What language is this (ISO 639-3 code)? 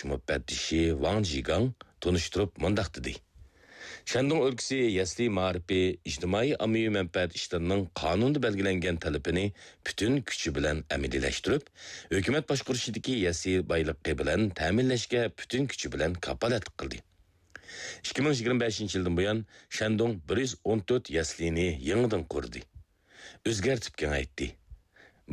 uig